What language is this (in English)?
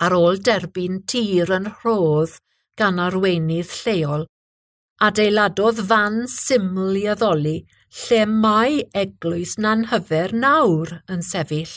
Welsh